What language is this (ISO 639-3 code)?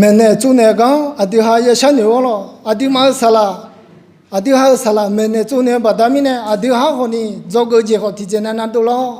ahk